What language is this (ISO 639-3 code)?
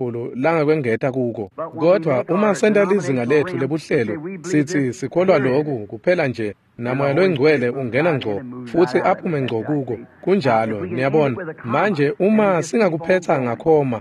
ssw